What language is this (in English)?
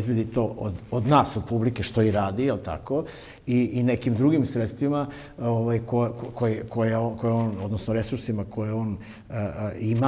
Serbian